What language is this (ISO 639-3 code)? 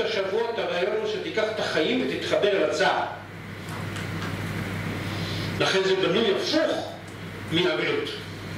heb